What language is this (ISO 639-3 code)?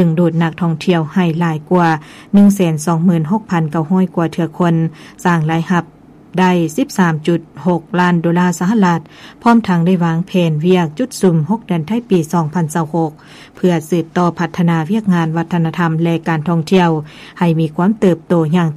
lao